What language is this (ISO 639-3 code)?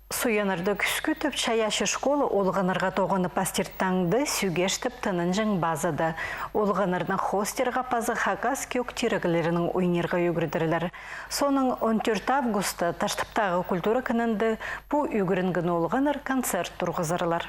kjh